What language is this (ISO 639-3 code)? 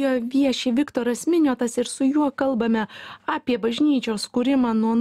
lit